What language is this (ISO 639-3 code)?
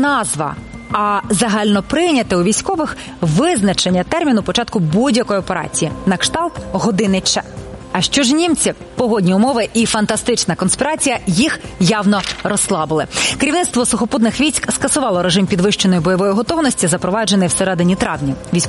ukr